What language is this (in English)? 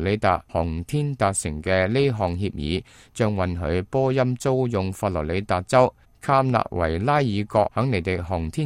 Cantonese